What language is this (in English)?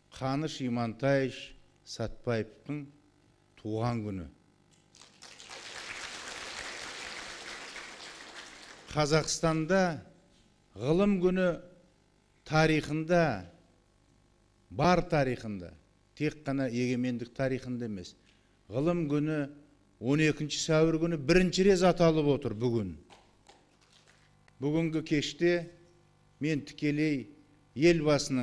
Kazakh